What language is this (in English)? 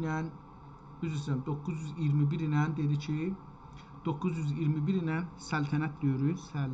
South Azerbaijani